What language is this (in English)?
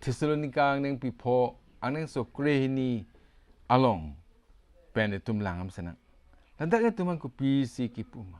Karbi